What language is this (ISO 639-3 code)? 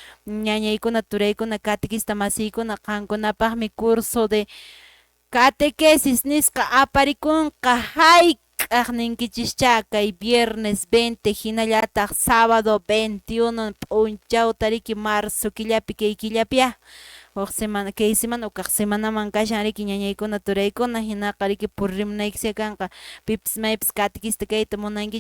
que